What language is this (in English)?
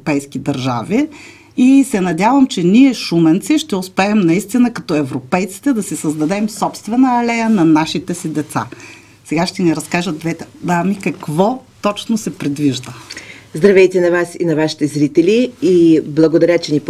Bulgarian